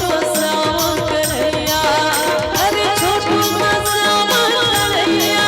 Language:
Chhattisgarhi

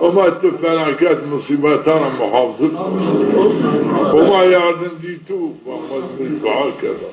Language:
Zaza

